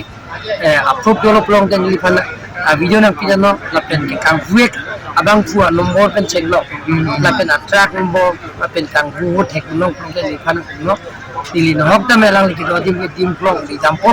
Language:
Karbi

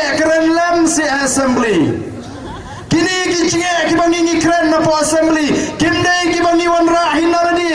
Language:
Khasi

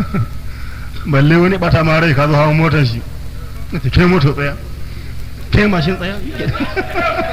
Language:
Hausa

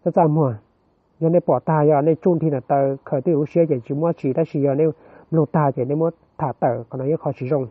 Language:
Hmong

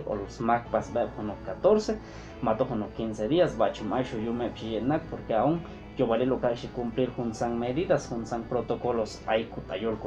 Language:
Chuj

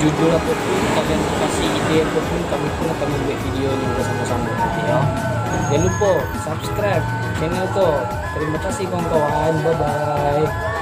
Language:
Minangkabau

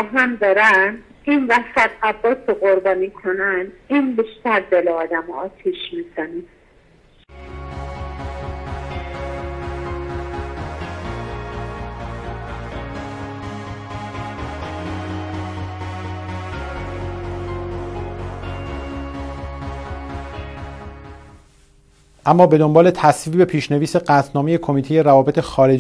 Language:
Persian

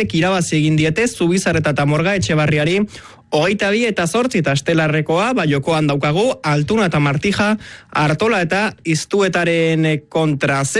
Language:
Basque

